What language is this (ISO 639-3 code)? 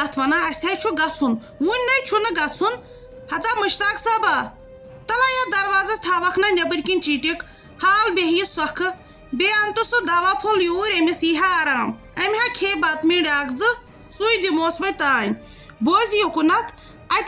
kas